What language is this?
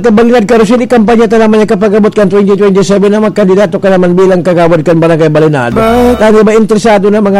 Bikol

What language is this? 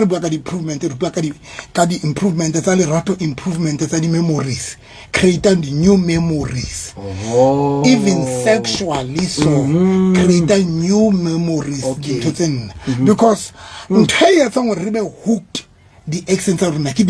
Southern Sotho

